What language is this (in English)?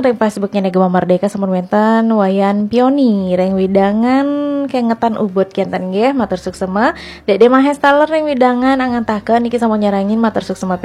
Balinese